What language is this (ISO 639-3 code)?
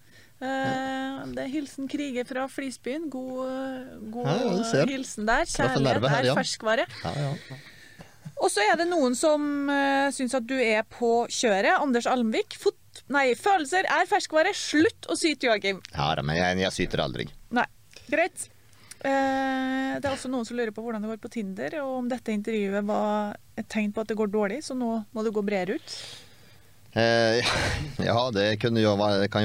nor